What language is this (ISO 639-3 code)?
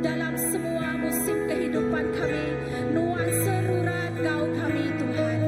iba